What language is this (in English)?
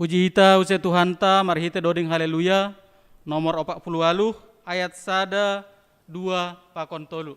Batak Simalungun